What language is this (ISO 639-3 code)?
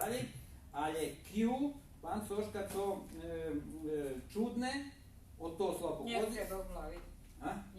rue